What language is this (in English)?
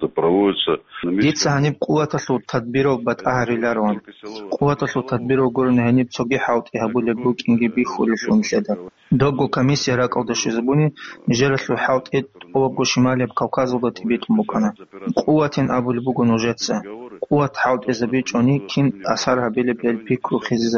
Avaric